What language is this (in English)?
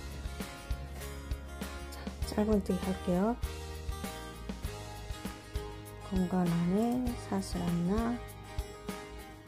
Korean